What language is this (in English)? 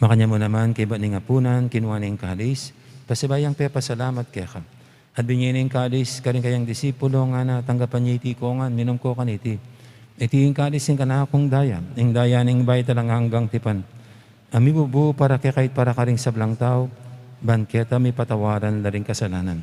Pampanga